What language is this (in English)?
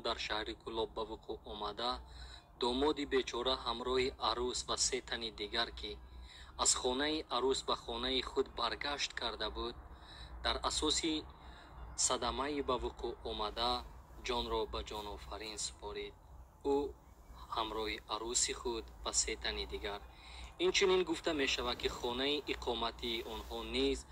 Tajik